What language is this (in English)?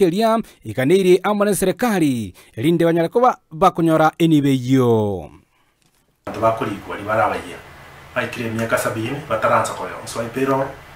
Gusii